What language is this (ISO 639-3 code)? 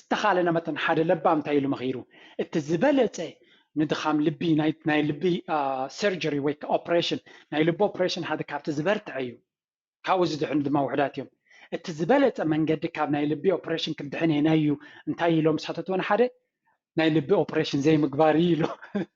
tir